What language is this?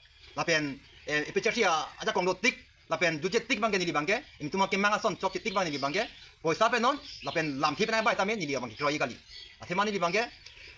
Karbi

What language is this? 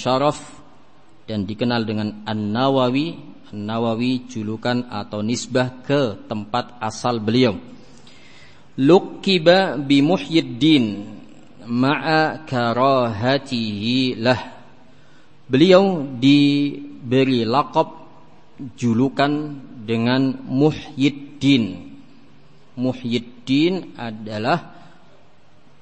Indonesian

